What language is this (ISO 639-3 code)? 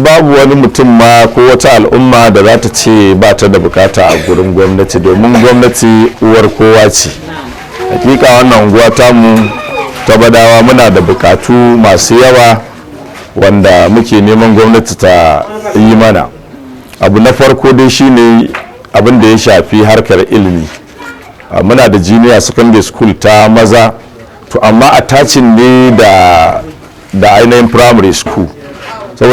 hau